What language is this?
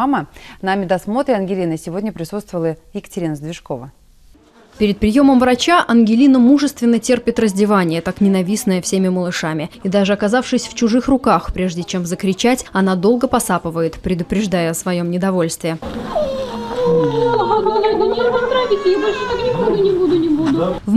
Russian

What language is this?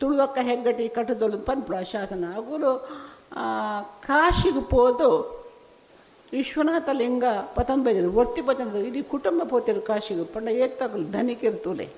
Tulu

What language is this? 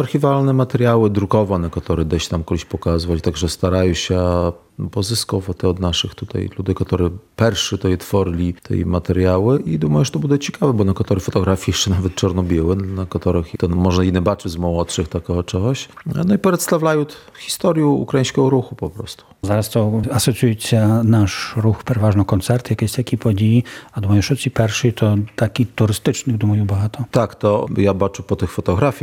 Ukrainian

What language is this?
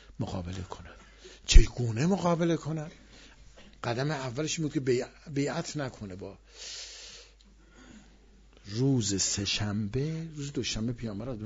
Persian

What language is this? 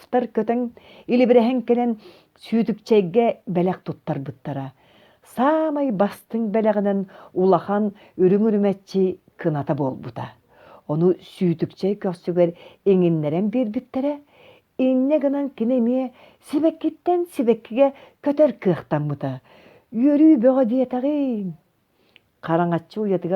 Yakut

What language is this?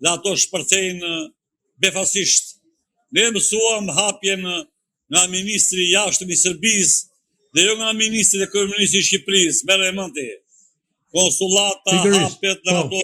Albanian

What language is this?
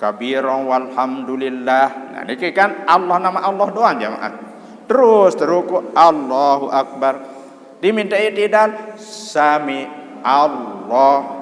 Sasak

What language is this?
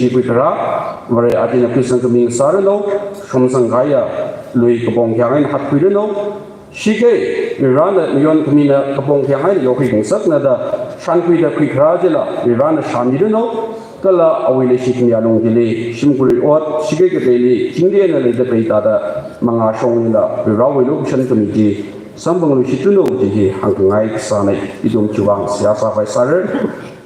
Tangkhul Naga (India)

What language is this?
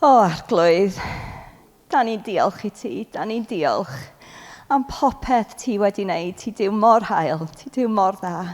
Welsh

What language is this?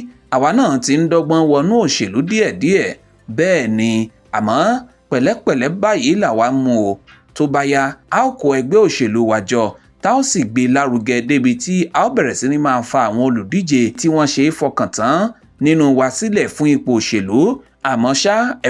Yoruba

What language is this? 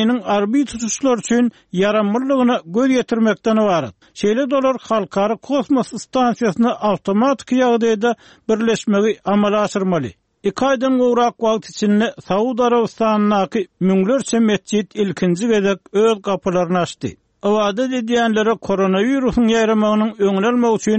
Turkmen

